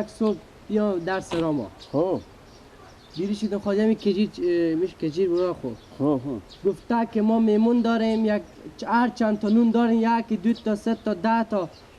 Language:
Persian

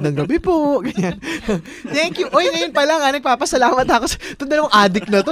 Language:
Filipino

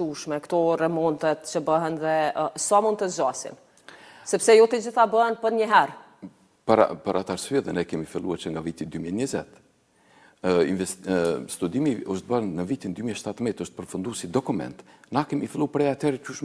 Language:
Albanian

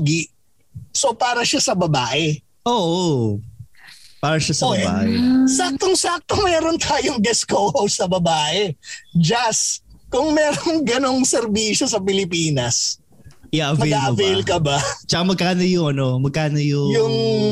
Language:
Filipino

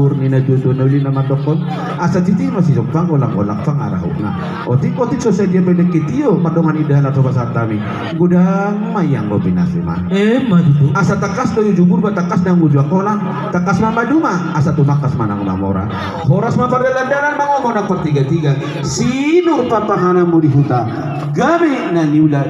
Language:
Batak Toba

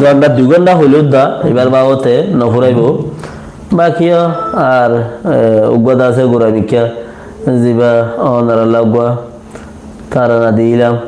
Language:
Rohingya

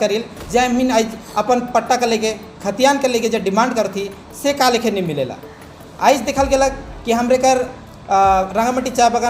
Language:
Sadri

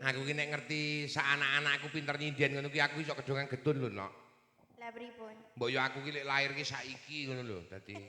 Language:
Javanese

